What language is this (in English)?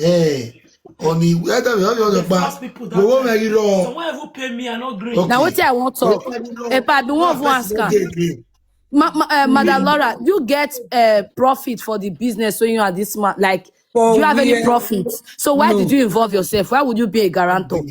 Nigerian Pidgin